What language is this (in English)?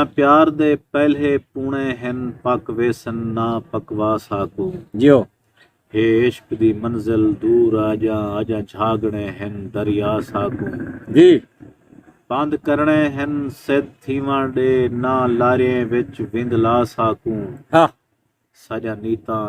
Saraiki